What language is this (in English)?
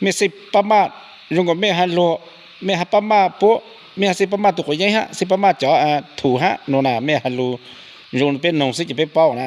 Hmong